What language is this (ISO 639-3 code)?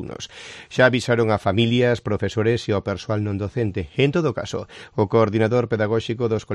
glg